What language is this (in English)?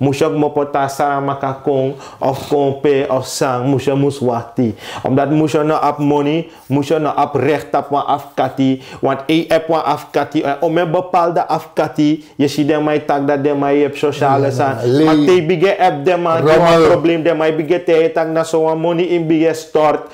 Sranan Tongo